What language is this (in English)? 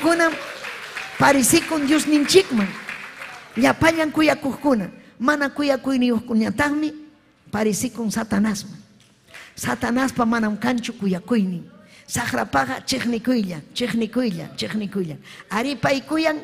Ayacucho Quechua